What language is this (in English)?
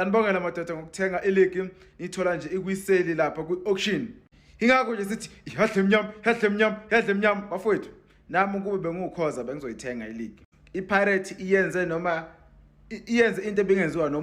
Zulu